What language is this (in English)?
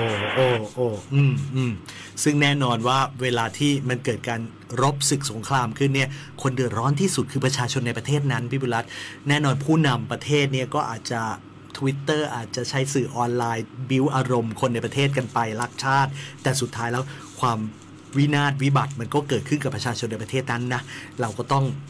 Thai